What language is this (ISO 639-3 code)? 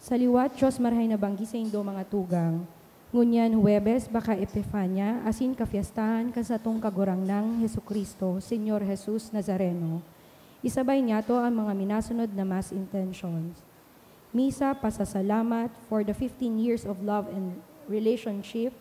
bik